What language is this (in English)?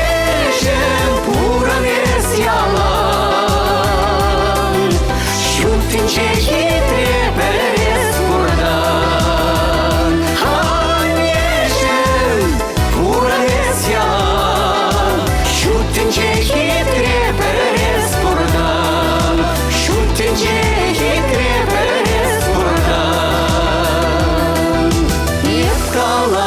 Chuvash